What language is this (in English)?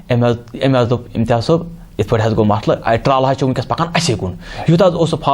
Kashmiri